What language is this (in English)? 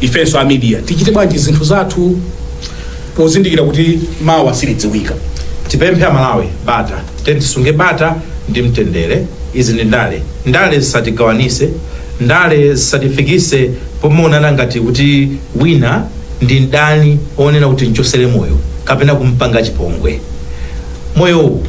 Nyanja